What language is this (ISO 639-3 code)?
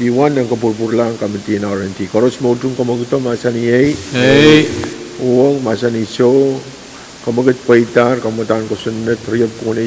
pon